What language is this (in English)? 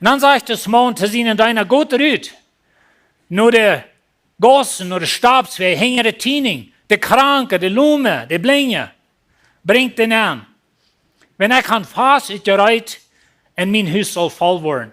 Plautdietsch